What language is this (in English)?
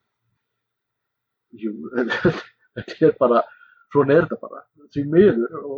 Icelandic